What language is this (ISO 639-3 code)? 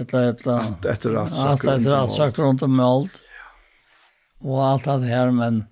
fao